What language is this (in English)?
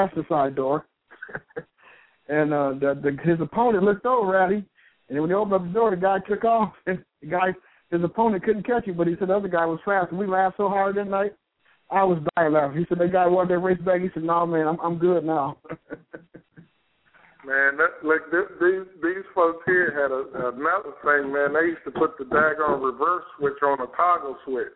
English